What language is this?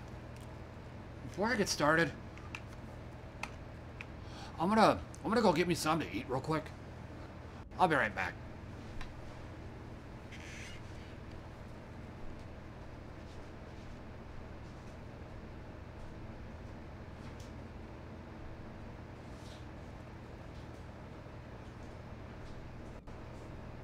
English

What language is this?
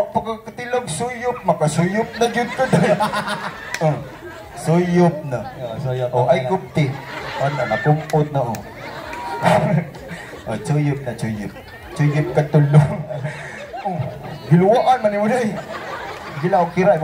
Cebuano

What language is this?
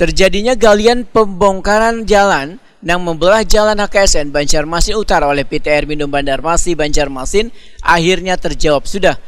Banjar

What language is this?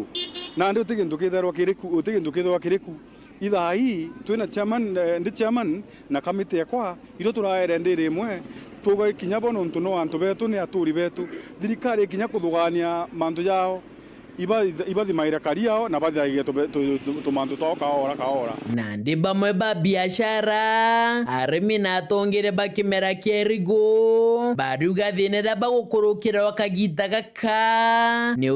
Meru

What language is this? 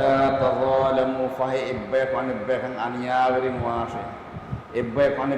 Divehi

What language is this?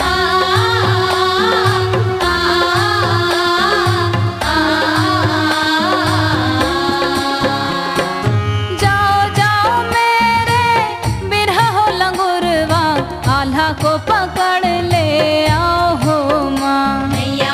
Chhattisgarhi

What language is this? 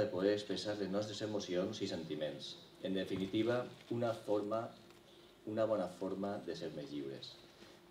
Catalan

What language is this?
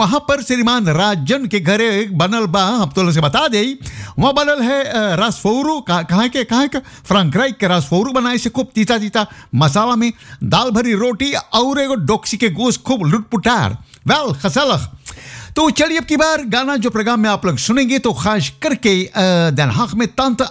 Bhojpuri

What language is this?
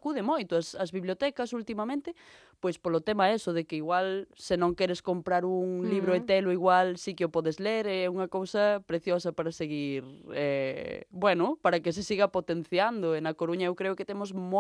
Galician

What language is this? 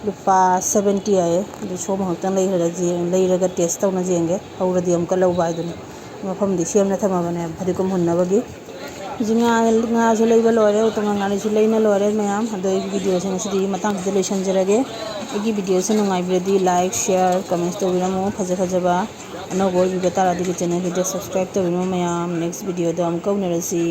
Manipuri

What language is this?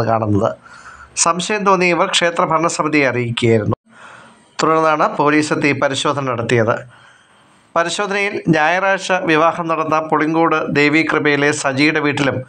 Malayalam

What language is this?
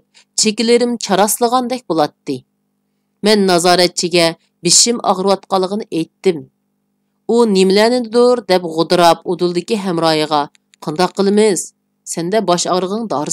Uyghur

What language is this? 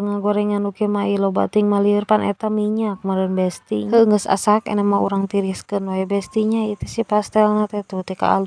Sundanese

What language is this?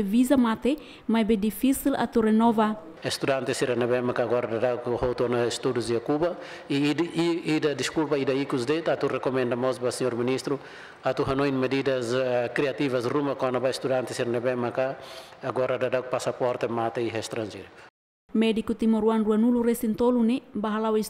Tetum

